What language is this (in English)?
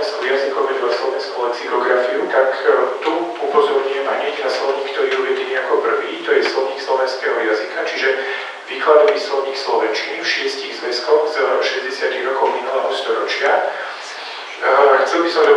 Slovak